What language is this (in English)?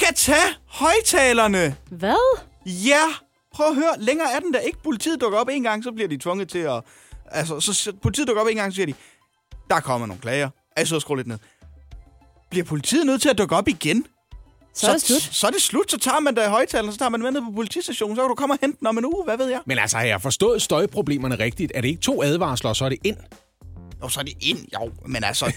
Danish